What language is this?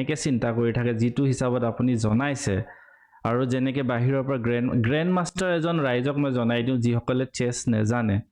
Assamese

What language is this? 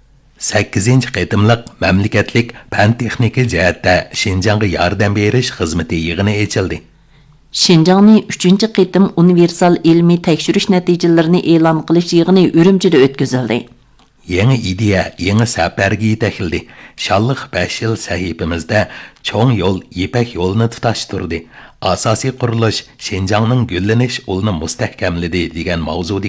Uyghur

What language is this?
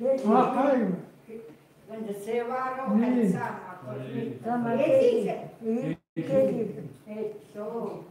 Chukot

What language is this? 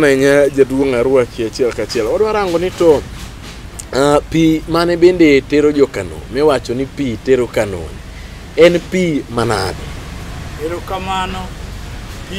Luo (Kenya and Tanzania)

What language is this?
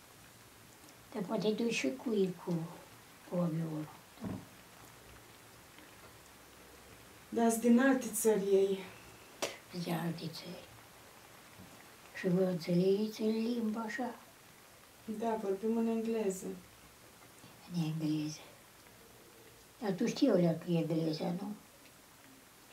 Romanian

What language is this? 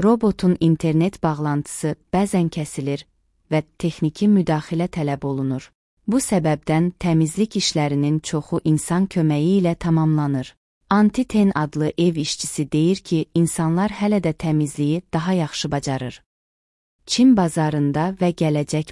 Azerbaijani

